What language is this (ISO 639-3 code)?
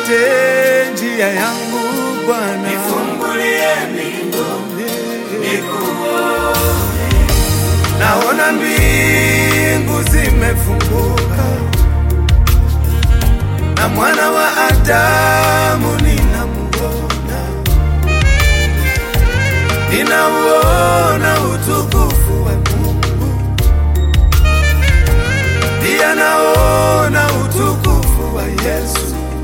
swa